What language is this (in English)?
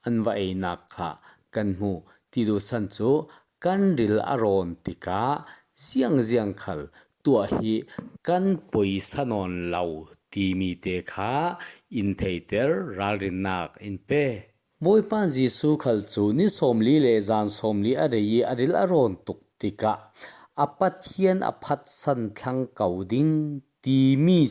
Falam Chin